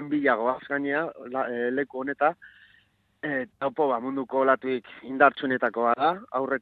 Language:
Basque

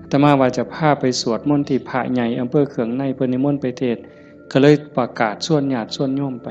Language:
Northeastern Thai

